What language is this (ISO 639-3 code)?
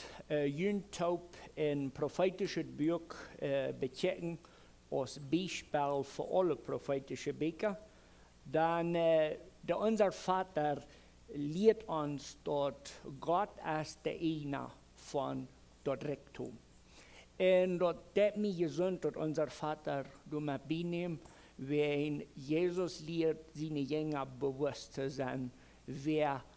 pdt